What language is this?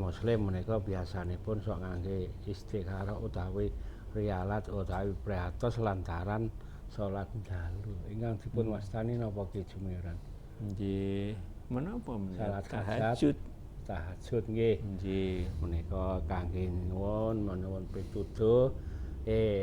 Javanese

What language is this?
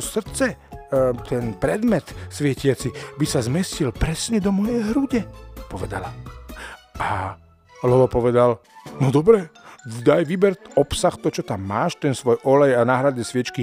Slovak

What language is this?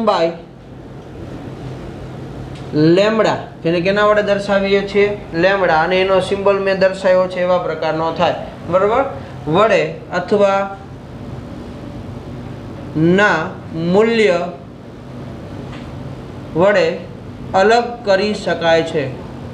Gujarati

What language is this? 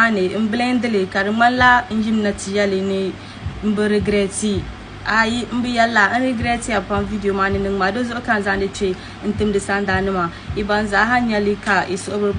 Dagbani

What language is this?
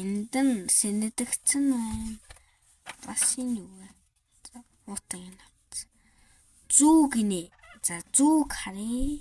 Mongolian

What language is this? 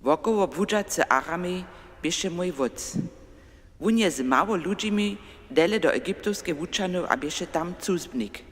Upper Sorbian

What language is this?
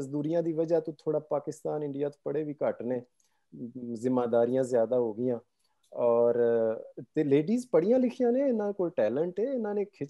Punjabi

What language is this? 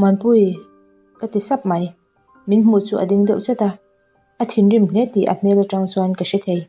Mizo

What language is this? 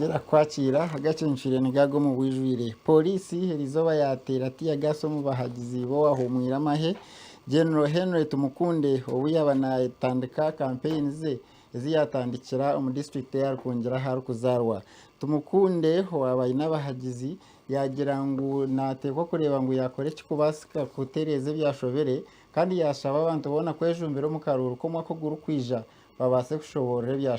Nyankole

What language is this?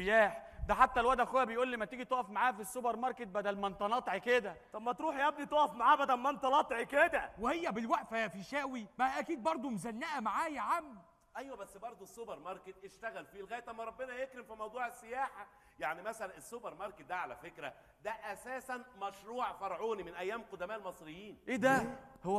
Egyptian Arabic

